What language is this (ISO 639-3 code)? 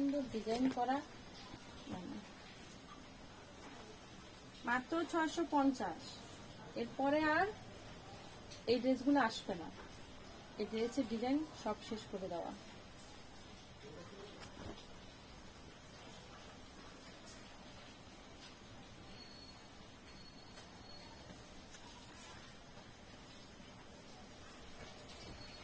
ben